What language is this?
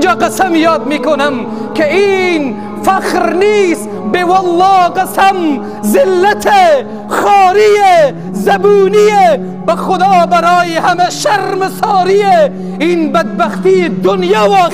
Persian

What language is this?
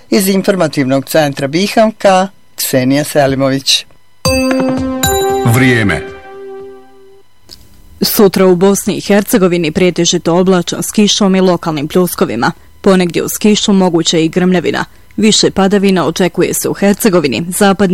Bosnian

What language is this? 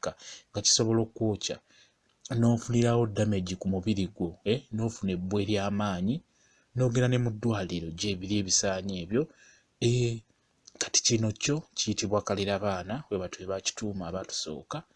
Ganda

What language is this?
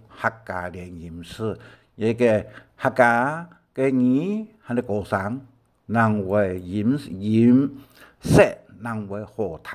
Hakka Chinese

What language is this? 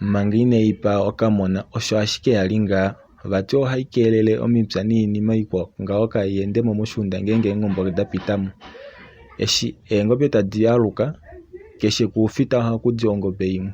Kuanyama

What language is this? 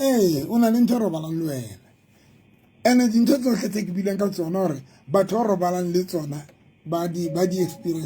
Southern Sotho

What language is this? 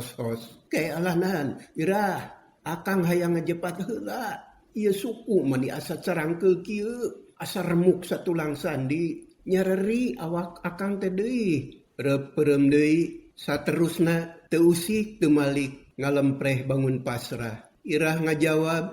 Sundanese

